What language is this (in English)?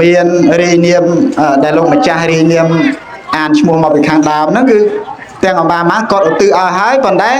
Khmer